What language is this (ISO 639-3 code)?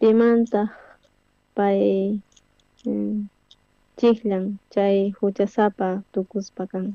quh